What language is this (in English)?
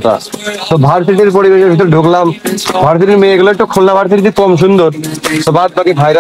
Bangla